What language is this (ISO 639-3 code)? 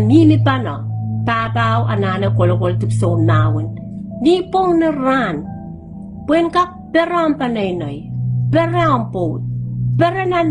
pon